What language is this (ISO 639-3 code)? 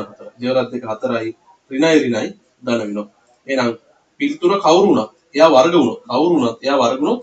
sin